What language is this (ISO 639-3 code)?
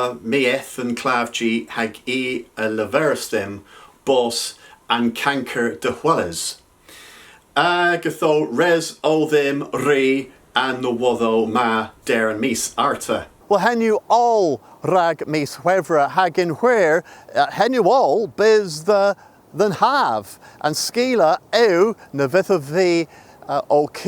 cor